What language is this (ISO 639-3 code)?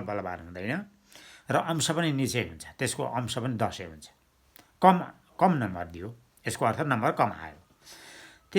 nep